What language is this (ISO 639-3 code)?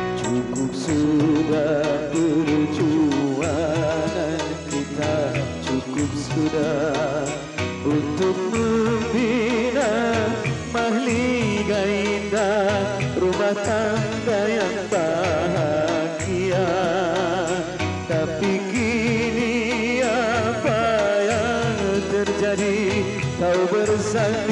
msa